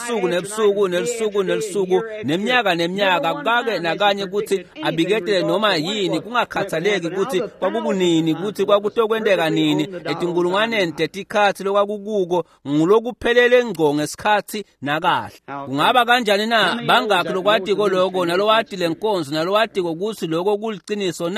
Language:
Swati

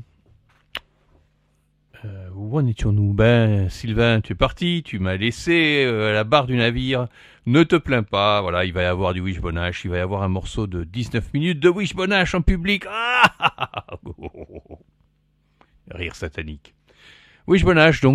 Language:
French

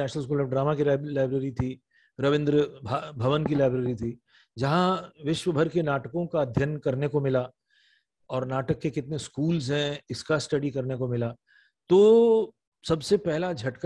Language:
Hindi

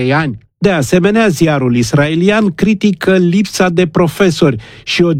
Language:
Romanian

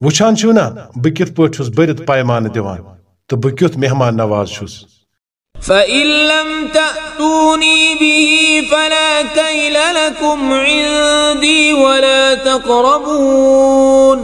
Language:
Kashmiri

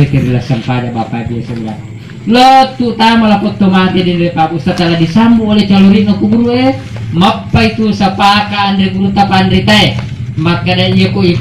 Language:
Buginese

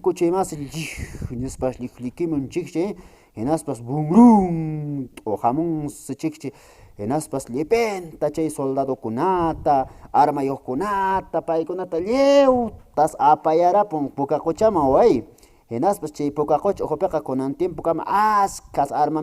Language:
Quechua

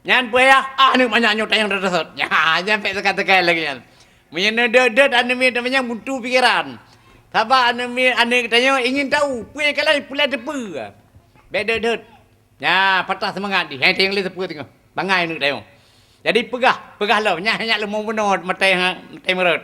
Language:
Achinese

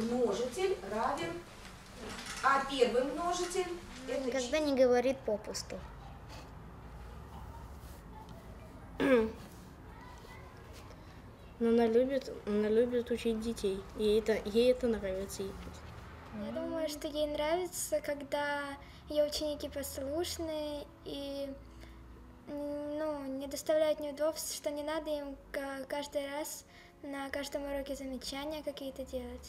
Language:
Russian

